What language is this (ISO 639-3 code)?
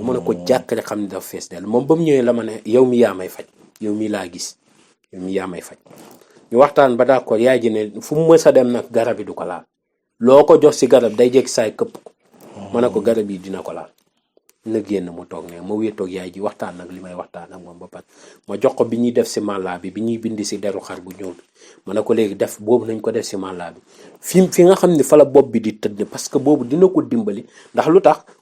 wol